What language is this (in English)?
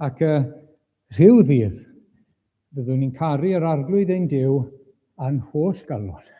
Welsh